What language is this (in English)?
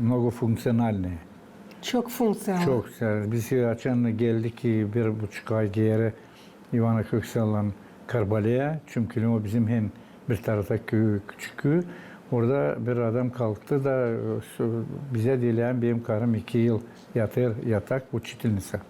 Gagauz